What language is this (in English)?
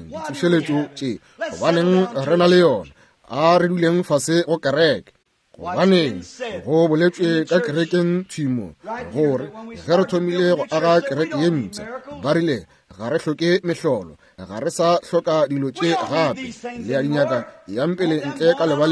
Northern Sotho